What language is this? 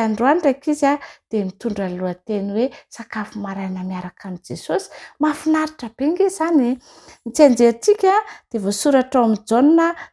Malagasy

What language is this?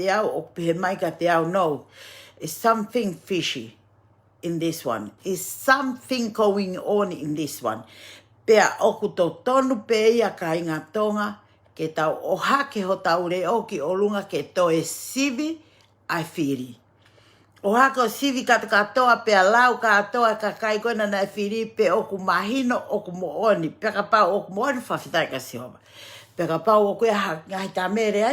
Tongan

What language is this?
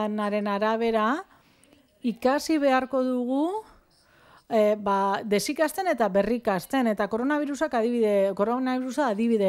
Basque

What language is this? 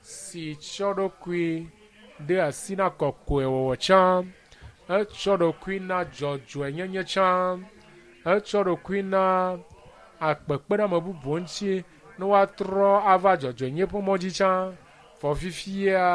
Ewe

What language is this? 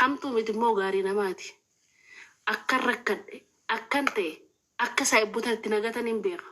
Oromo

